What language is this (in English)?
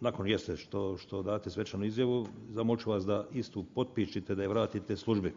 Bosnian